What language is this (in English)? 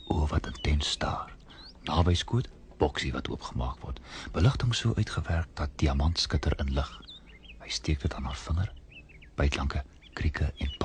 Afrikaans